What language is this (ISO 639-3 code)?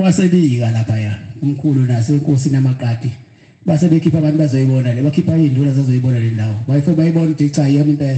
zul